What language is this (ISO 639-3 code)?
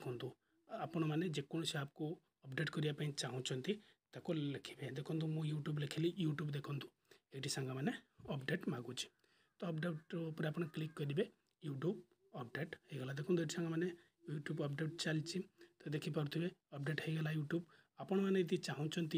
ori